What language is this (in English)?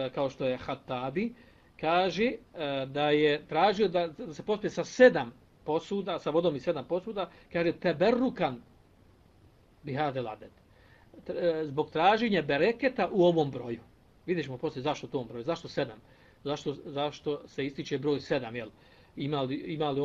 Bosnian